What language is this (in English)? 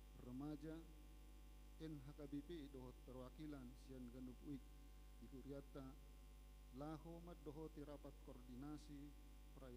Batak Toba